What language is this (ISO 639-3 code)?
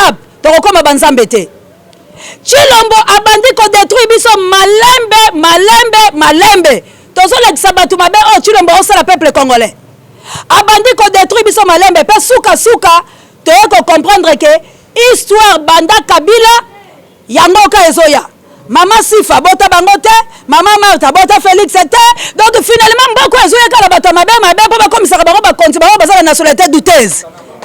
lin